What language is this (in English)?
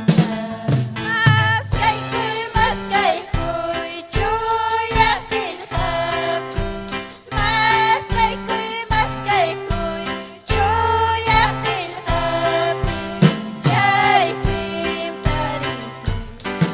Ayacucho Quechua